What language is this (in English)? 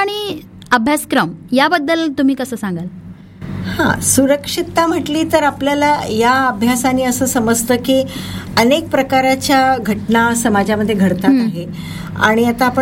Marathi